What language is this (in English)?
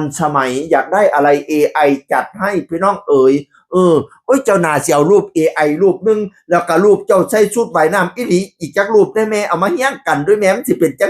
Northeastern Thai